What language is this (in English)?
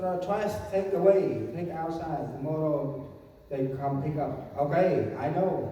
Central Mnong